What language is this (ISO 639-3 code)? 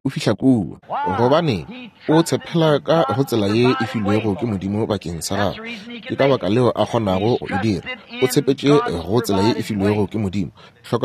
nso